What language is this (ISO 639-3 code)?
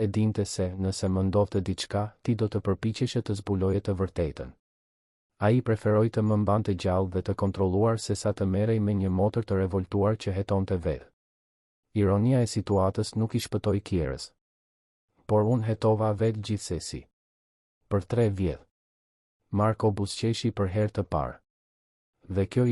sqi